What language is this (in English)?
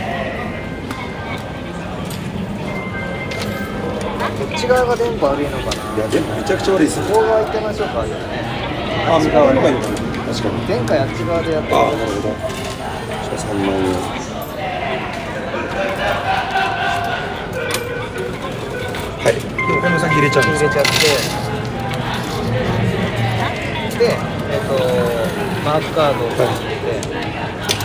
Japanese